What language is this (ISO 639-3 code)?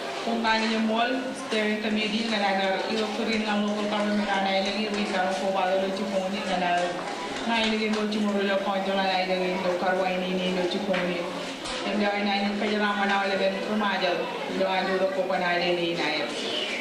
mah